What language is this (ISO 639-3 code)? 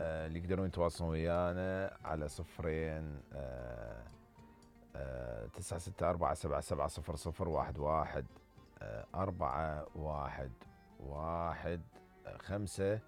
acm